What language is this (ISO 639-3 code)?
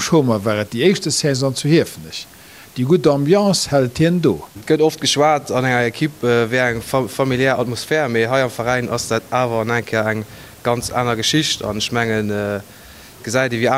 ltz